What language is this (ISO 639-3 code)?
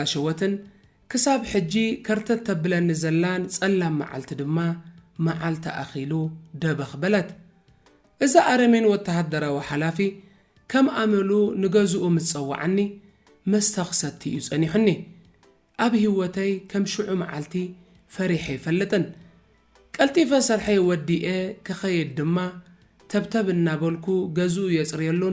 tir